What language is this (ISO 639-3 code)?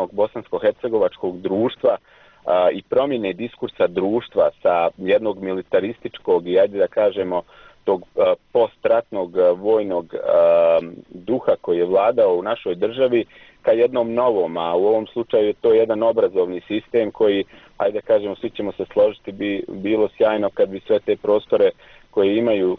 bos